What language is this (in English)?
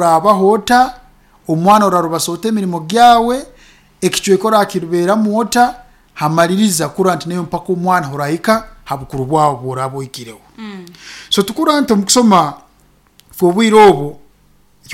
Nyankole